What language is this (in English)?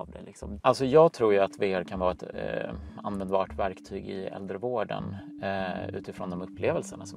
Swedish